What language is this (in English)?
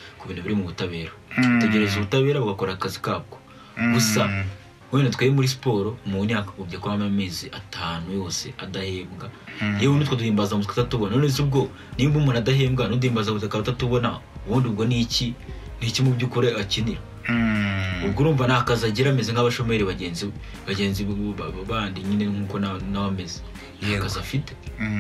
Kinyarwanda